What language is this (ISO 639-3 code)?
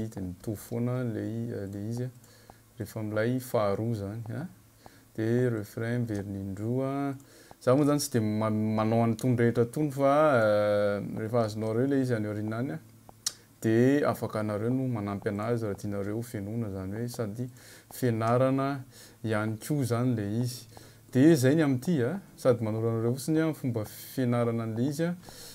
mlg